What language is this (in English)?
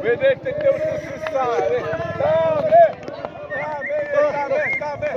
Xavánte